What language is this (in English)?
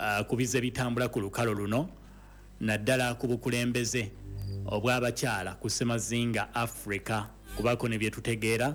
Ganda